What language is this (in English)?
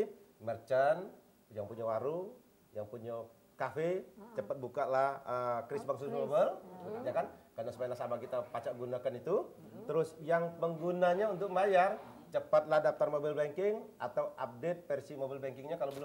Musi